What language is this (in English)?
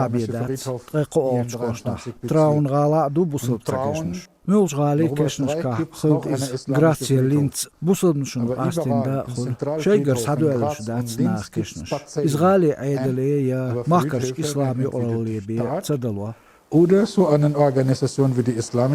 Chechen